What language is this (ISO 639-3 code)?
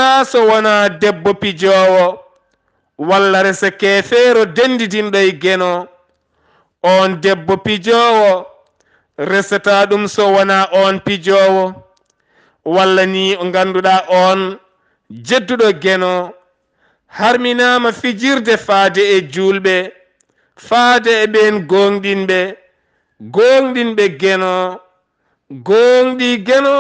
ful